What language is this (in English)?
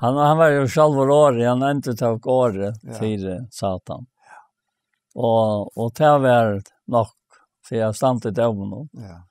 Faroese